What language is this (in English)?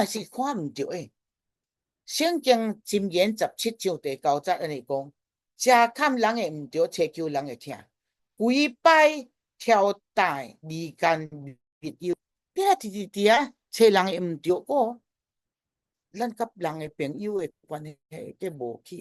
Min Nan Chinese